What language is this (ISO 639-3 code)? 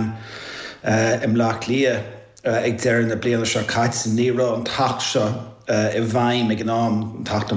gle